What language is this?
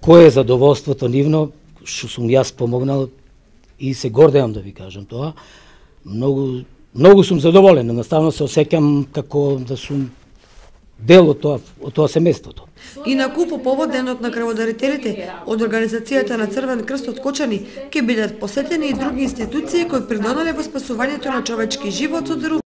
Macedonian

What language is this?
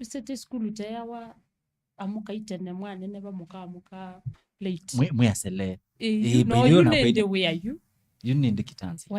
Kamba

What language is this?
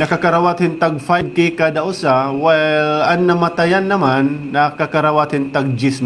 Waray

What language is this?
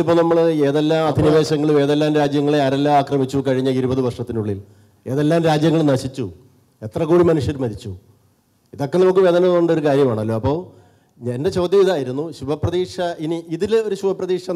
Malayalam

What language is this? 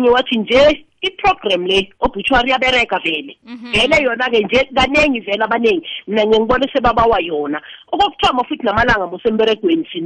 South Ndebele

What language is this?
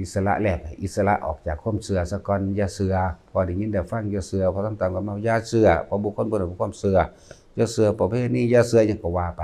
Northeastern Thai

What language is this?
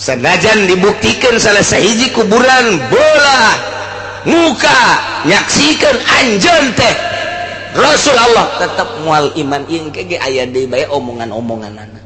Sundanese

